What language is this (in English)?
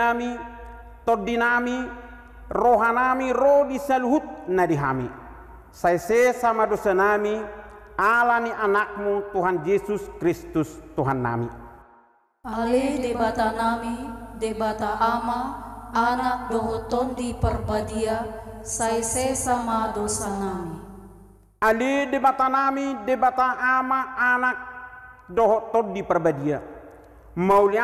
Batak Toba